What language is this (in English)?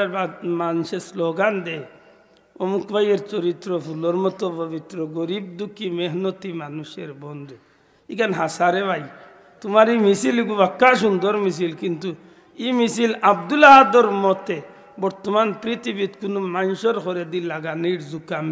Sylheti